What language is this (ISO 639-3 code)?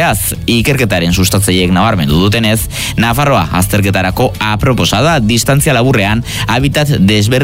eus